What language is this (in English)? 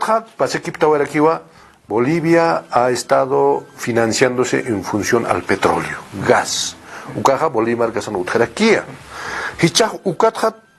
Aymara